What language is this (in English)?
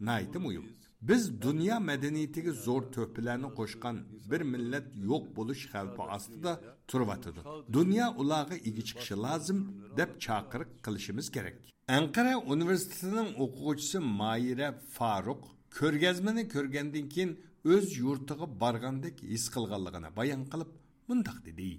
Uyghur